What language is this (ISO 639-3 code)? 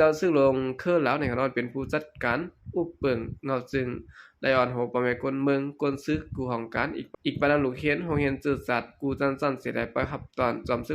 shn